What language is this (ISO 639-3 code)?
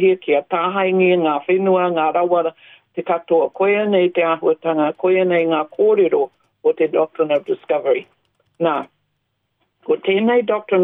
mri